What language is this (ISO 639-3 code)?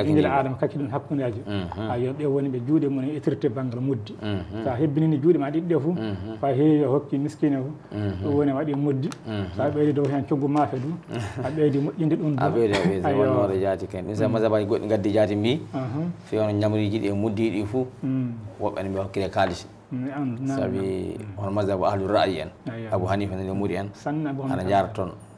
ful